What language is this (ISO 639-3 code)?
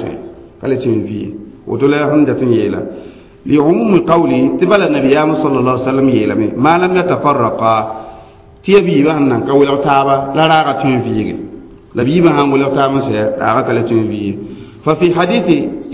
mos